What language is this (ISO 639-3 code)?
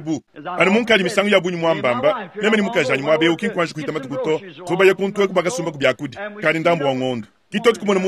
lua